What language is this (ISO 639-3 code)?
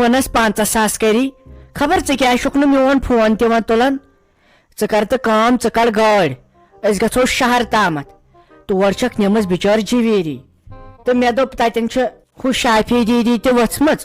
kas